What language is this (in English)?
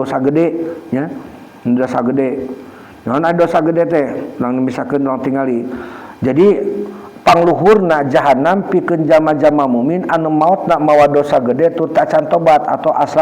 Sundanese